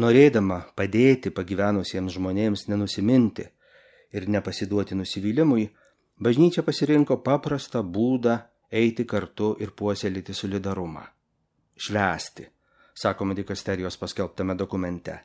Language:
Lithuanian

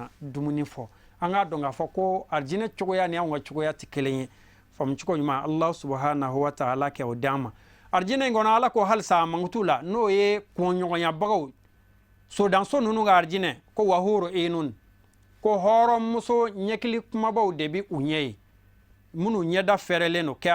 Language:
Bambara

